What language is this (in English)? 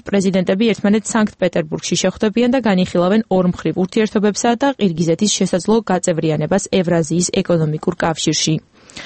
Georgian